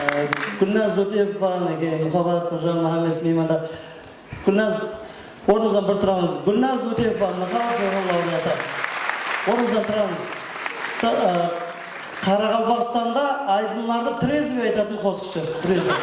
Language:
Kara-Kalpak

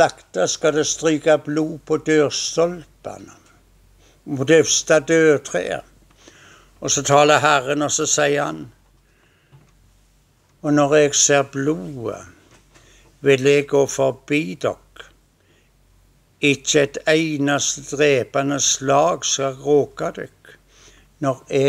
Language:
Norwegian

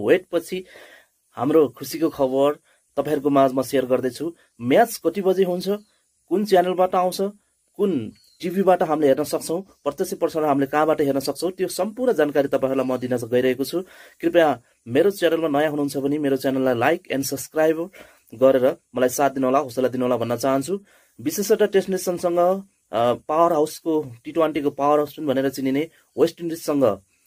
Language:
Nepali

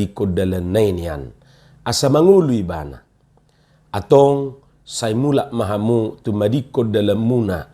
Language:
Batak Toba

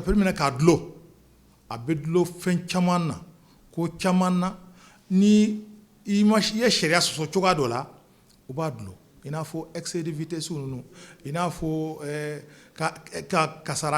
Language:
Bambara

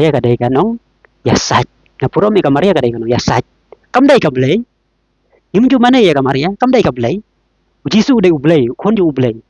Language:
Khasi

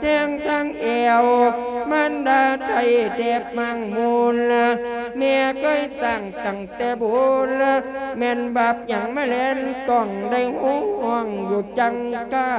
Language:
Lao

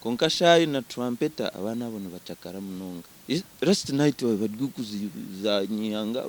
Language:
Nyankole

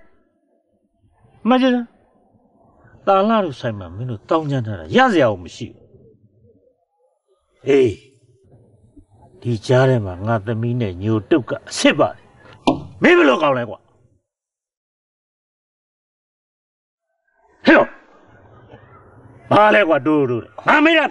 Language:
Burmese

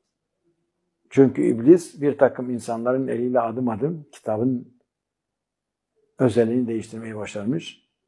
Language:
Turkish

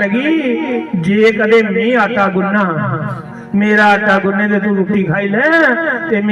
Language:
Dogri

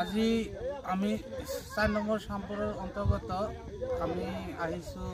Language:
Assamese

